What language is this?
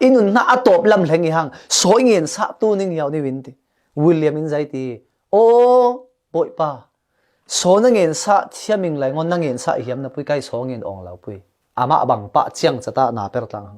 Falam Chin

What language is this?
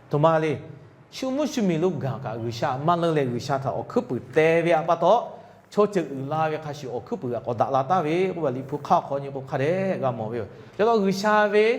Lahu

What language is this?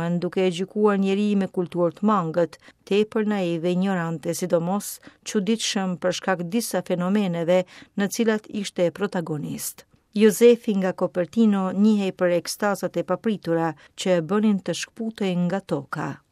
Albanian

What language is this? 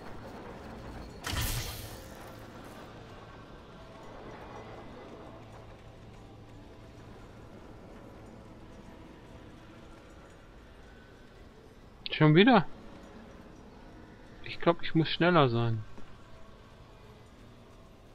German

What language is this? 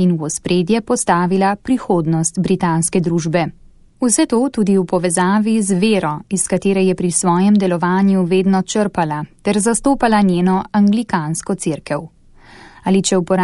Slovenian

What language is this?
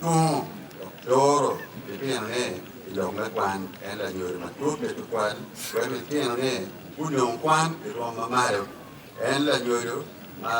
Acoli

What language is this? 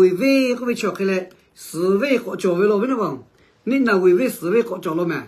Lahu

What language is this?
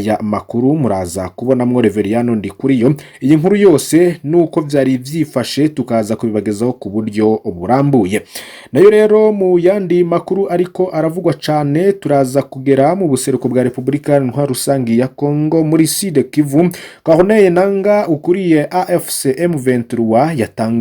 Rundi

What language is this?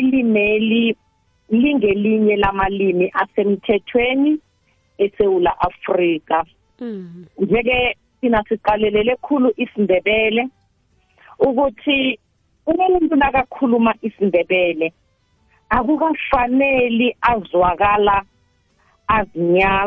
South Ndebele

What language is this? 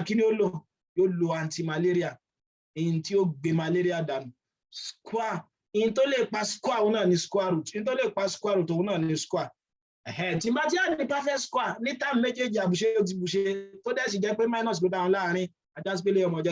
Yoruba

